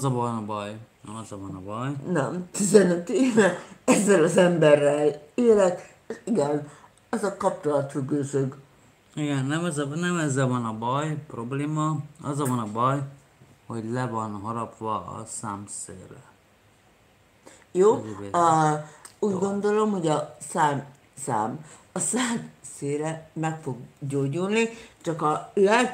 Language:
Hungarian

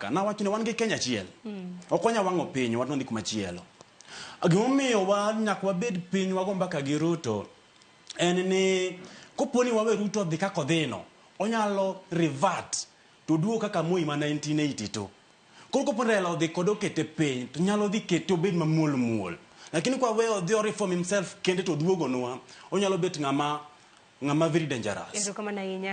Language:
Luo (Kenya and Tanzania)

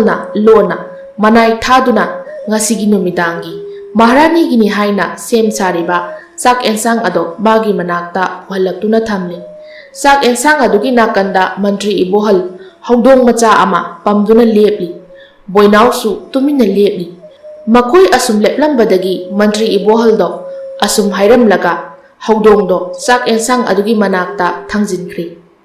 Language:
Manipuri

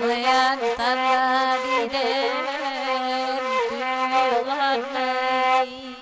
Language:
Minangkabau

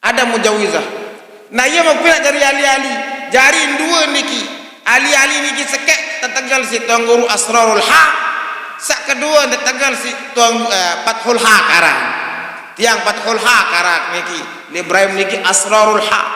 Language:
Sasak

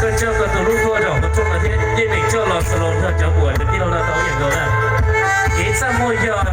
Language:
Hmong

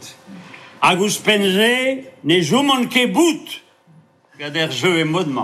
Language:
Breton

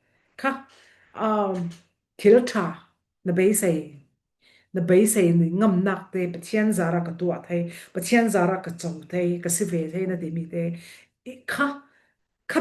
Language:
Falam Chin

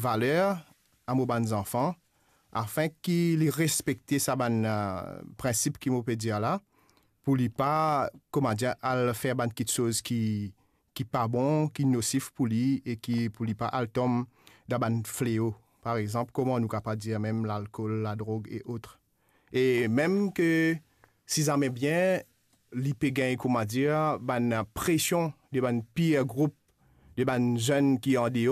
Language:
Morisyen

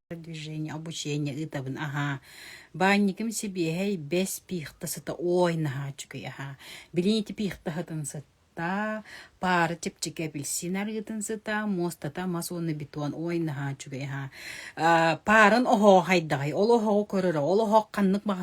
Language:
Yakut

